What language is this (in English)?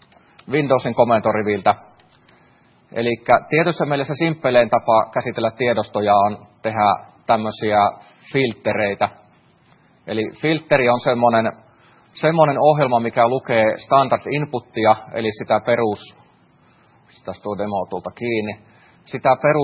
Finnish